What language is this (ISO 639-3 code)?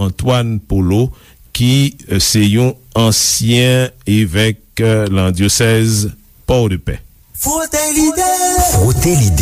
hat